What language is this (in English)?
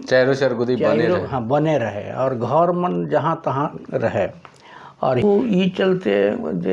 Sadri